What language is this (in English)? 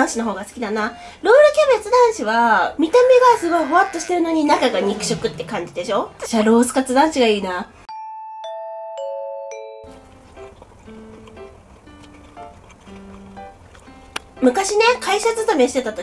Japanese